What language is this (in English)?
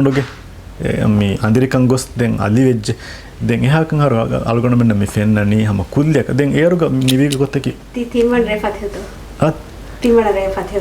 Divehi